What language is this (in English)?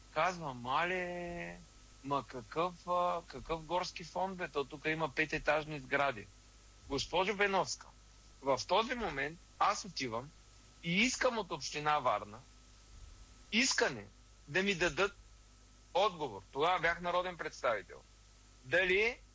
Bulgarian